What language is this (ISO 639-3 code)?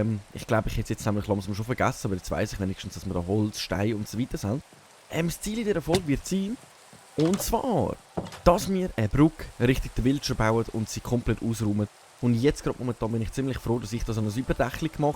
gsw